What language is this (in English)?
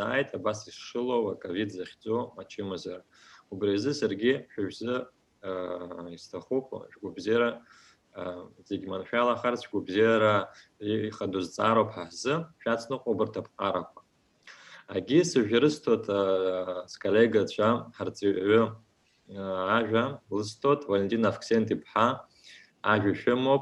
Abkhazian